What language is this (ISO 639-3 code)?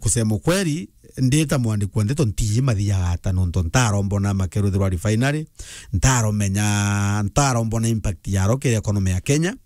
mer